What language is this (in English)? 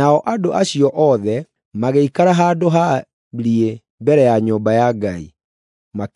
Kikuyu